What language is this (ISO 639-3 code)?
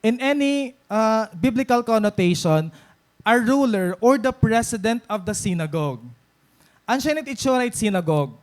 war